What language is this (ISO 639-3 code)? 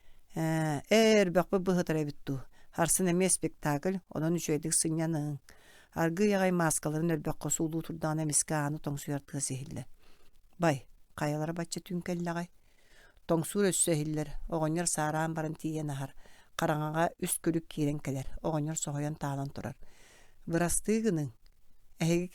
sah